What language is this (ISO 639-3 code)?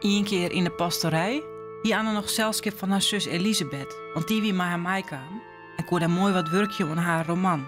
fry